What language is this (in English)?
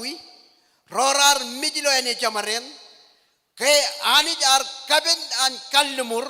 Marshallese